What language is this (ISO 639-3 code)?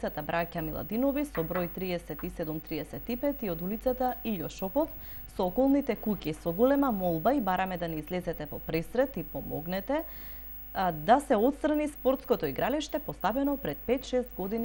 mkd